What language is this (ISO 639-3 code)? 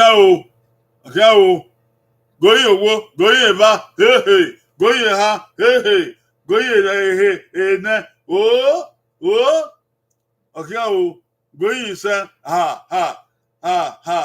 bin